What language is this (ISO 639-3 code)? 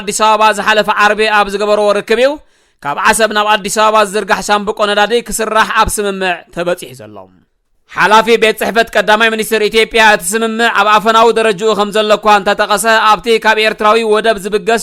tir